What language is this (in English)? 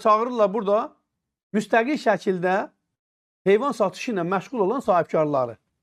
Azerbaijani